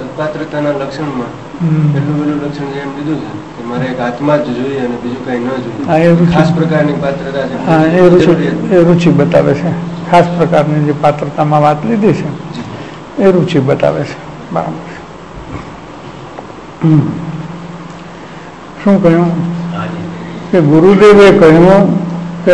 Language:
Gujarati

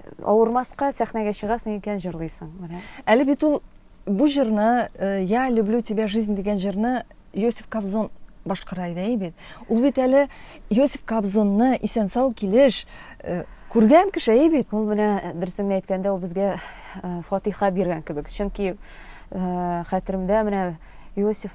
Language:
Tatar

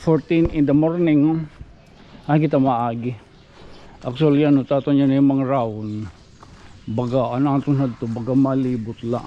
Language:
Waray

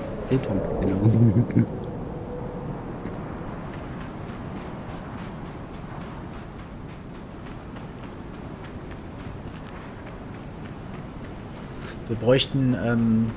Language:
German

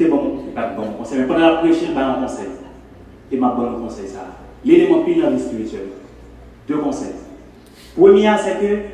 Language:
Haitian Creole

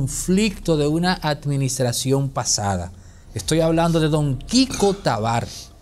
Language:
Spanish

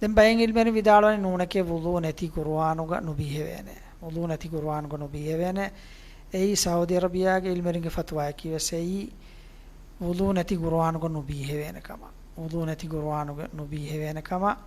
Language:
Divehi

